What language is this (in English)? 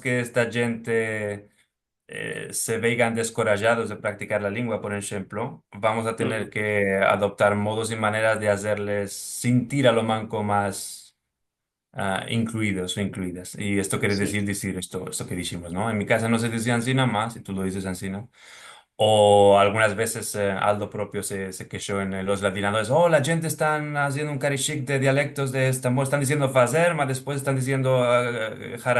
Ladino